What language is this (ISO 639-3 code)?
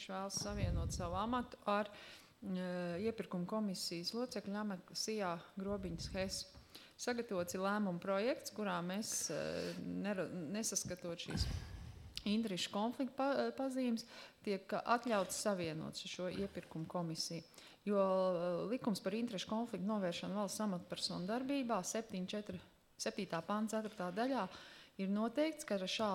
lav